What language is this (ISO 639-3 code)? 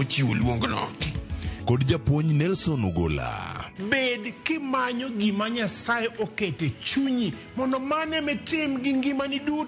luo